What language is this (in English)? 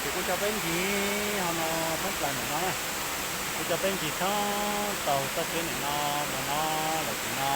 Hmong